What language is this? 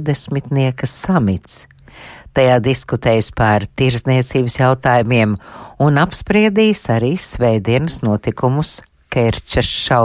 Latvian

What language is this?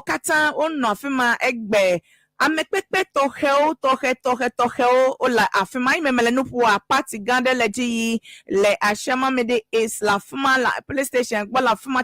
Ewe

